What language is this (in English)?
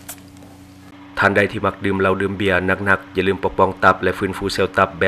Lao